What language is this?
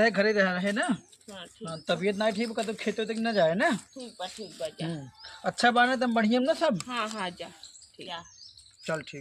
Awadhi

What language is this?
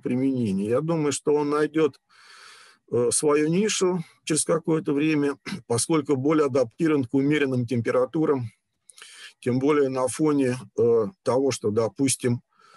Russian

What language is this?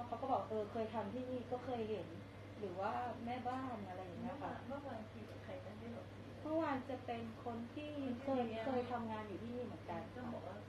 Thai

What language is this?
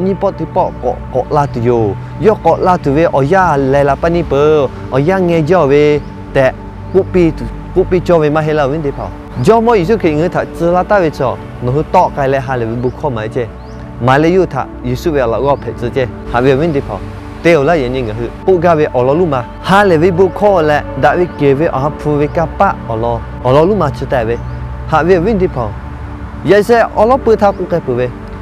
Lahu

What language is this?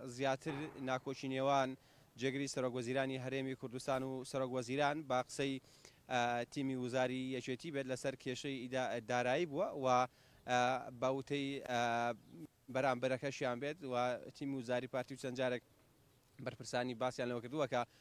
Central Kurdish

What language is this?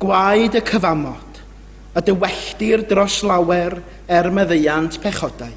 Welsh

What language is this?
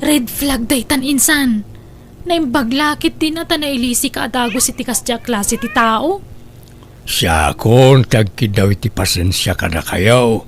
Iloko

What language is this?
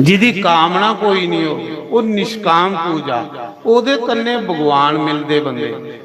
Dogri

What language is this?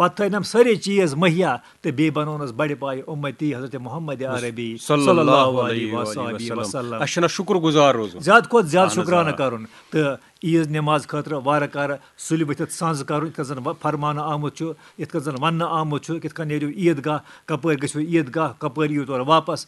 Kashmiri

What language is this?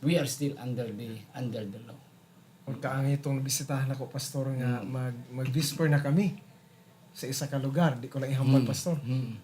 Hiligaynon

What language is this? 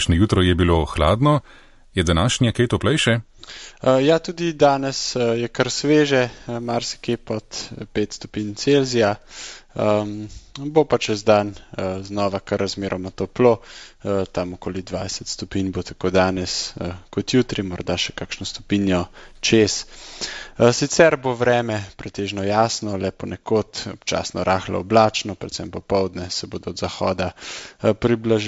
Slovenian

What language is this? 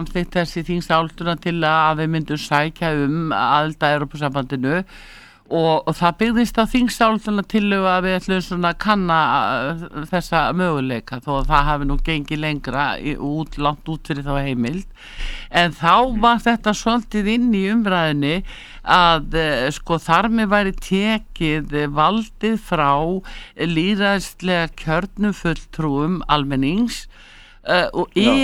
Icelandic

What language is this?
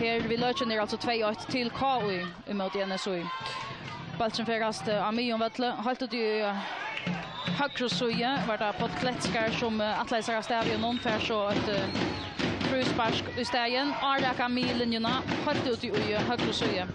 Faroese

